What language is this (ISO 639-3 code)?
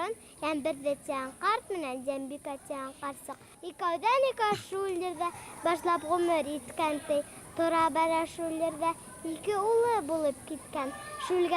bak